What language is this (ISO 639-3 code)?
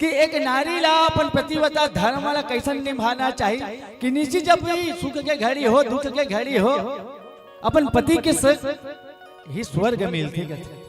hne